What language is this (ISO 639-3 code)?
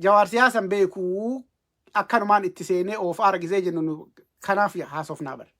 orm